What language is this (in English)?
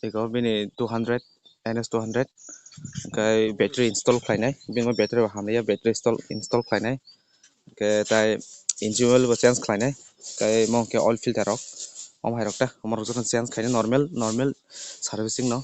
Kok Borok